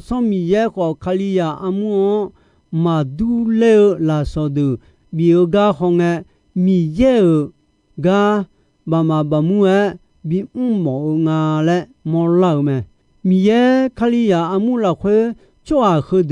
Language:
Akha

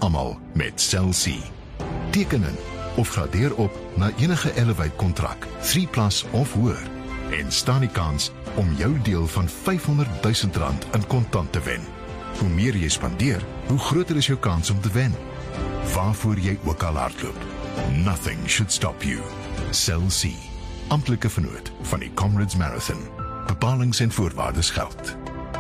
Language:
Afrikaans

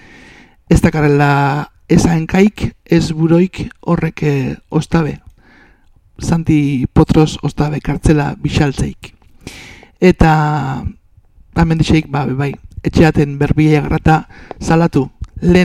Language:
Basque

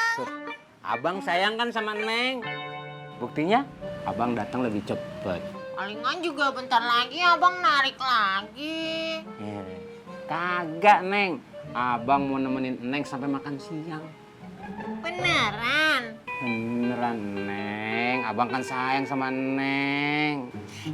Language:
Betawi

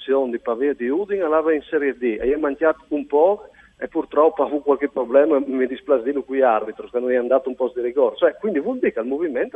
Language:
Friulian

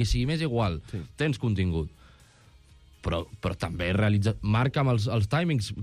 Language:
Catalan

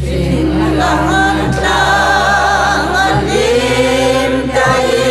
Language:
Hmar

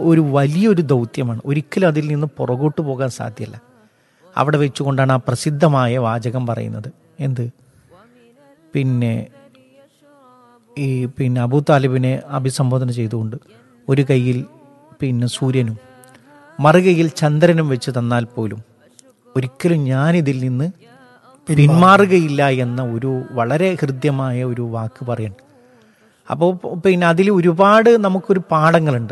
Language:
Malayalam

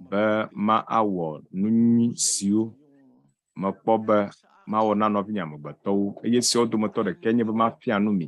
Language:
Ewe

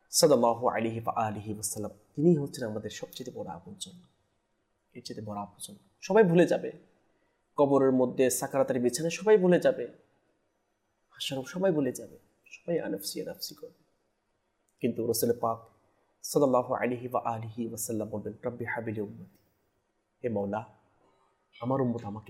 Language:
Bangla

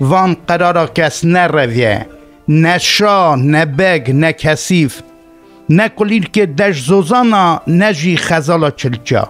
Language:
Kurdish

